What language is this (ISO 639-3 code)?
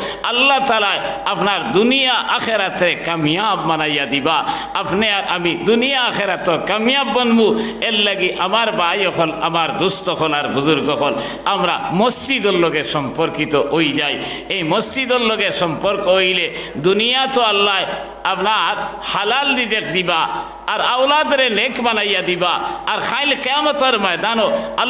syl